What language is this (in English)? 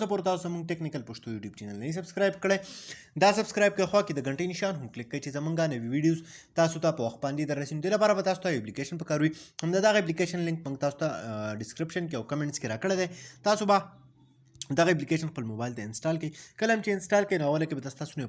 Pashto